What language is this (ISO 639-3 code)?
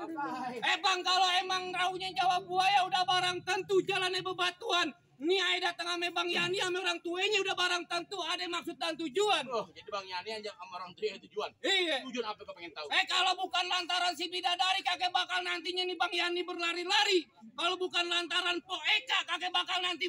bew